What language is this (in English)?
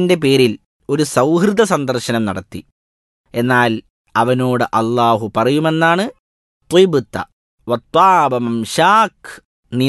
Malayalam